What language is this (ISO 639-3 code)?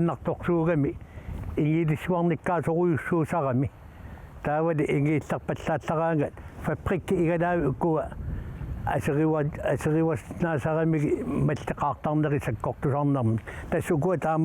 kal